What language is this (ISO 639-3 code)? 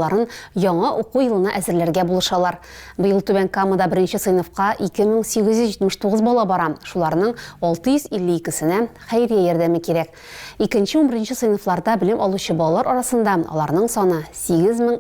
tat